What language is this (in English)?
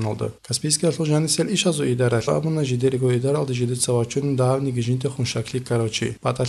Avaric